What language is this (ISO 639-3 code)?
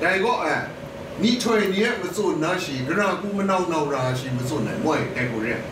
kac